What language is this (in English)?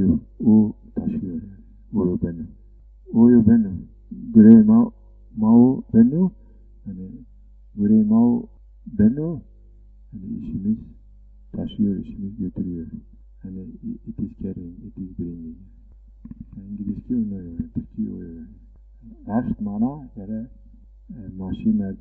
Zaza